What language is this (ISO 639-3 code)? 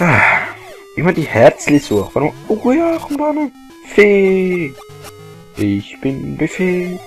gsw